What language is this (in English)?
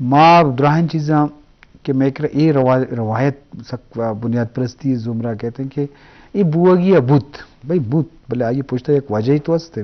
Eastern Balochi